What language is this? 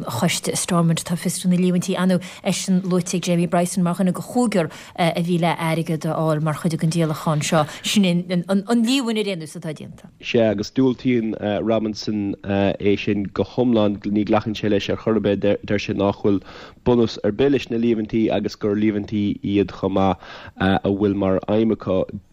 Irish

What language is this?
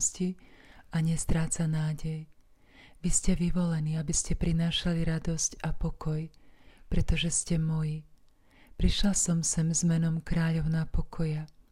Slovak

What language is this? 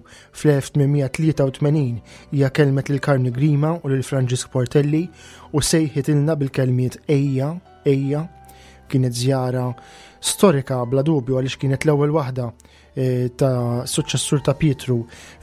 Maltese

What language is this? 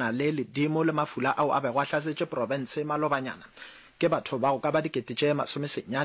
Northern Sotho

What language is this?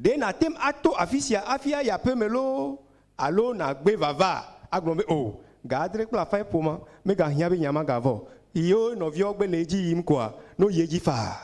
Ewe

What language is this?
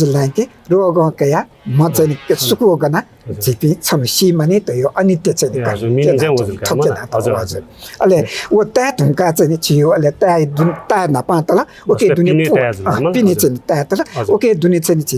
Newari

